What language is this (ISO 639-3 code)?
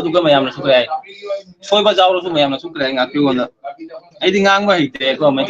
mni